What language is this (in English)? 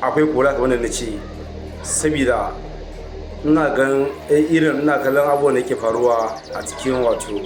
Hausa